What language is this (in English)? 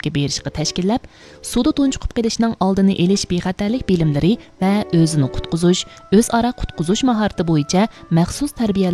Uyghur